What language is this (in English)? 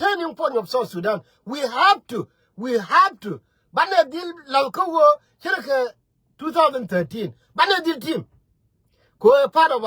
Nuer